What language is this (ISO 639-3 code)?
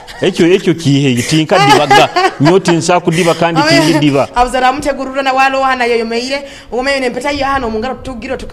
nyo